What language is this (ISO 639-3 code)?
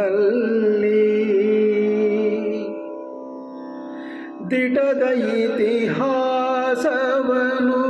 kan